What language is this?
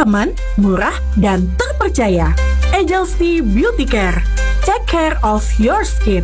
Indonesian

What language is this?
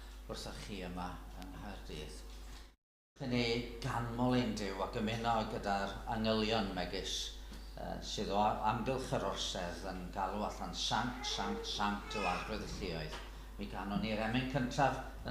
Welsh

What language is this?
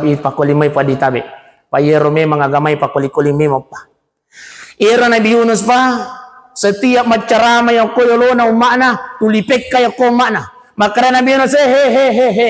Buginese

